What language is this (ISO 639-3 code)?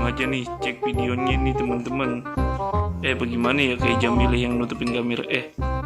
bew